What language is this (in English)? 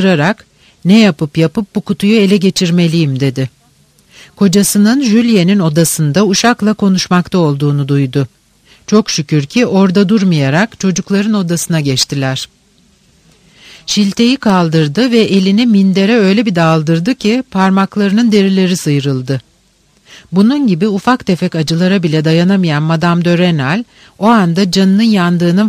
Turkish